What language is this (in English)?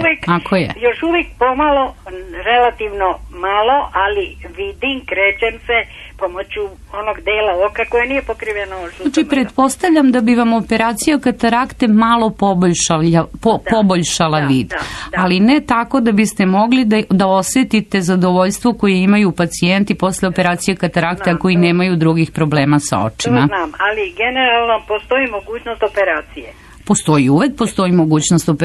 Serbian